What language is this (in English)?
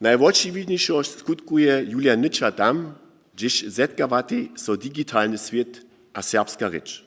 Upper Sorbian